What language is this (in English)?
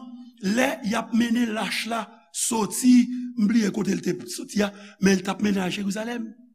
Haitian Creole